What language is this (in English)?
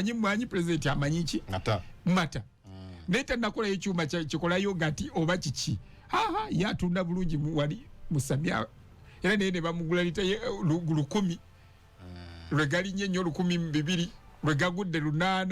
Ganda